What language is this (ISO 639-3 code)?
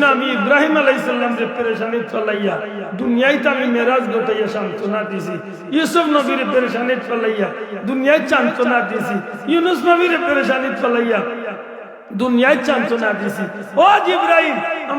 syl